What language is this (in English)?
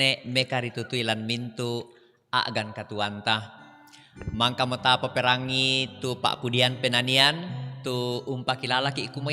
Toraja-Sa'dan